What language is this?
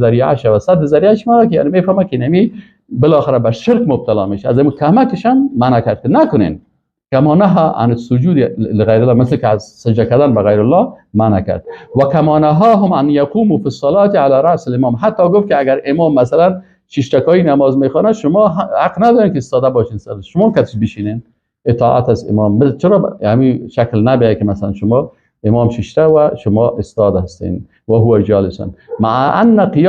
Persian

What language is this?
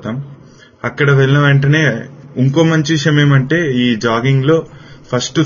Telugu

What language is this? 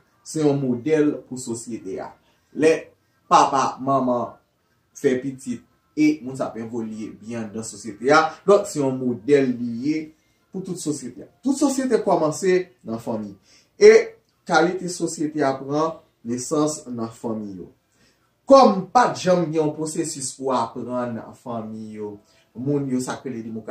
Haitian Creole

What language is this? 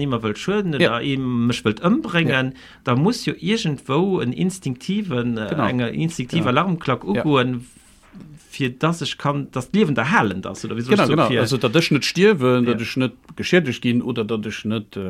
Luxembourgish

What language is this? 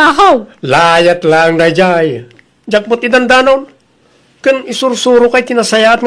Iloko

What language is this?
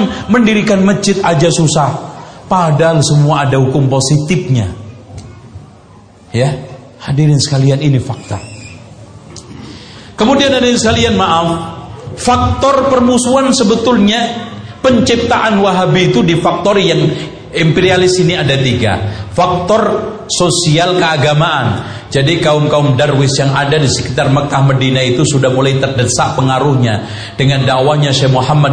Indonesian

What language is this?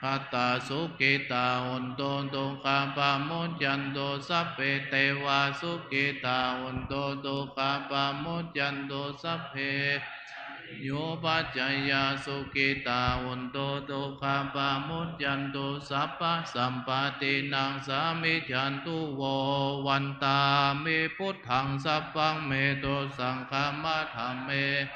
Pali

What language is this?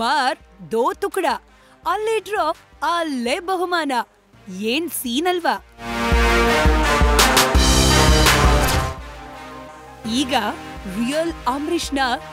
Kannada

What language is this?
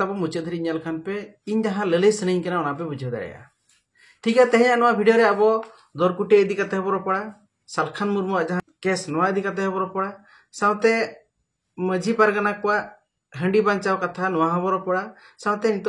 Santali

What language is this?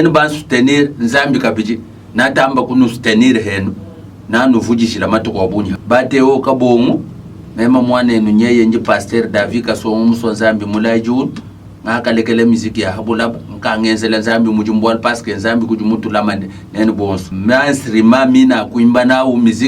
Luba-Lulua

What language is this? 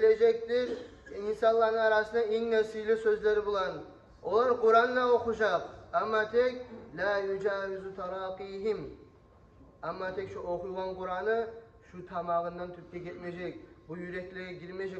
Kumyk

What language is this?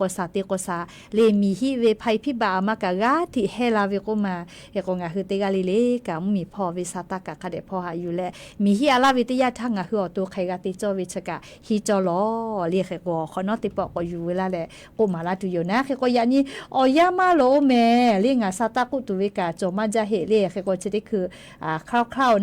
Lahu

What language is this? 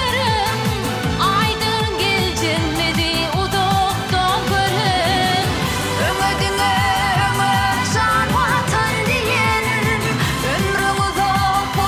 Turkmen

